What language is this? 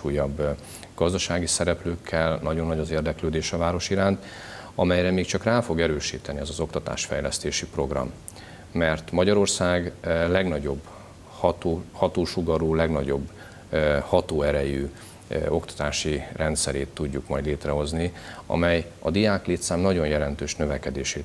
Hungarian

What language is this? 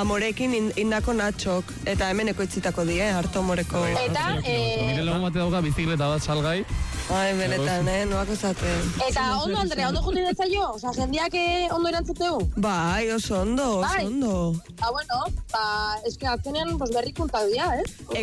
Basque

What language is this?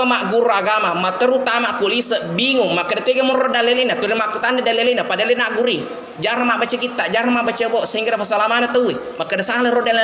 Buginese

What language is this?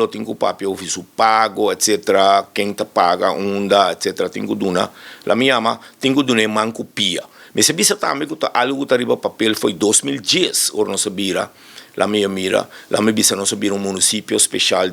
Papiamento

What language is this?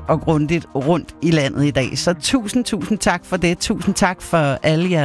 Danish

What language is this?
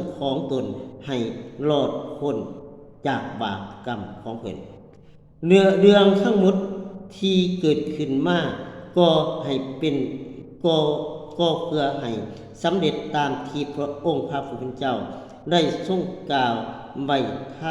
Lao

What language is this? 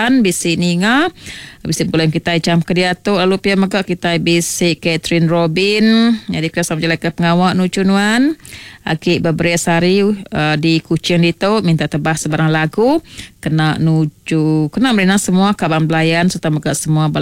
Iban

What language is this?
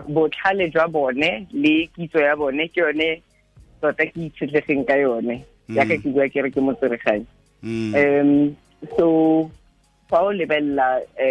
Tswana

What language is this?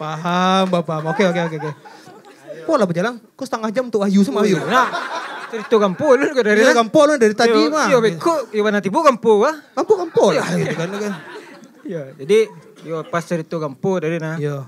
Minangkabau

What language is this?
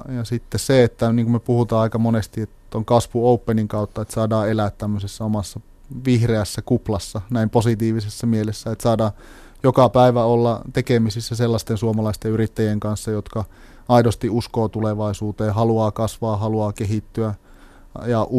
Finnish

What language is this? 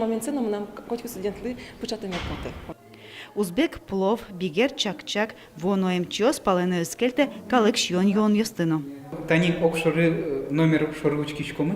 Udmurt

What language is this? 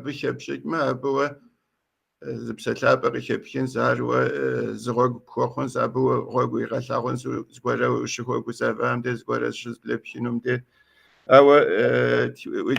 Kabardian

